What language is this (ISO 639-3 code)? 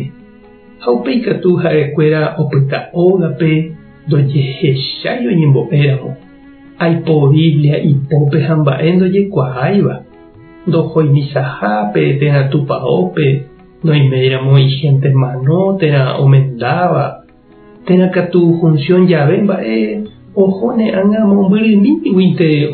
grn